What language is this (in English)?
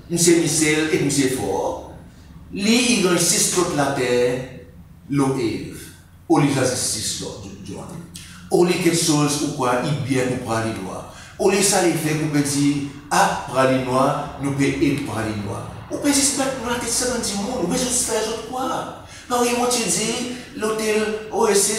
Seselwa Creole French